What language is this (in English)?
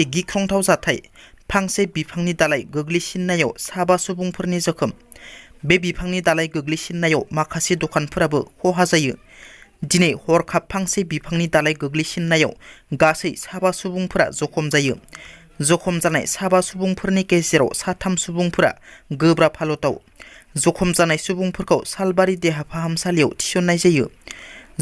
Bodo